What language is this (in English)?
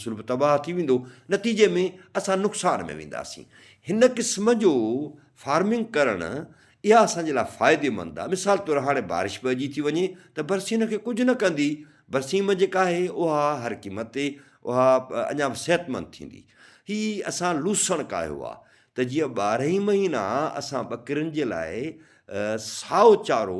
Sindhi